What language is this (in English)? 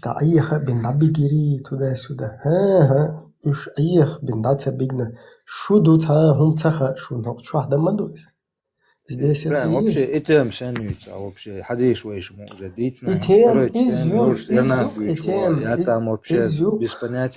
Chechen